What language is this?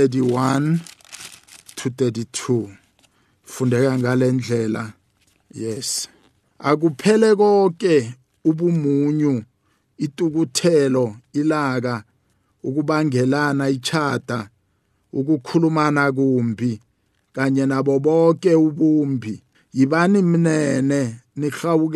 South Ndebele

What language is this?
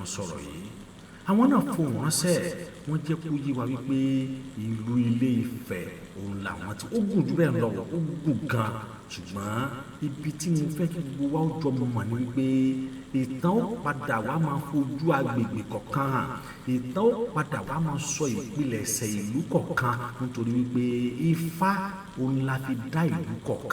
Yoruba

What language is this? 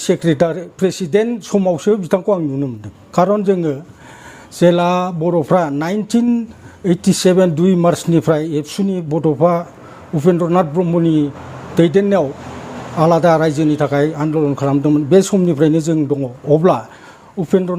Bodo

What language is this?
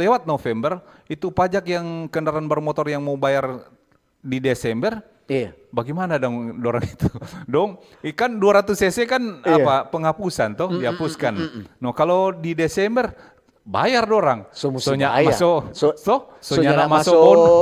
Manado Malay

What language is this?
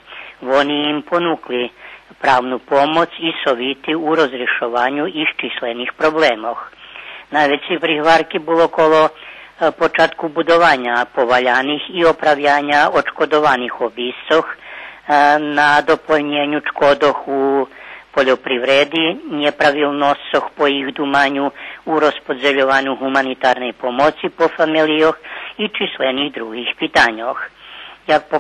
Rusyn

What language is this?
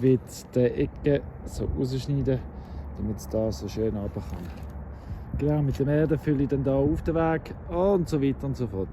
Swiss German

